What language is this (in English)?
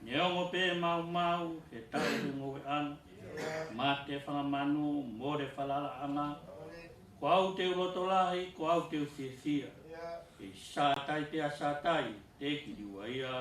Tongan